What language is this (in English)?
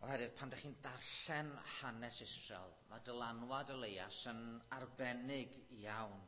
Welsh